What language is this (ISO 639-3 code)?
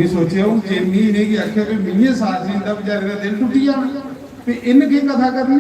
doi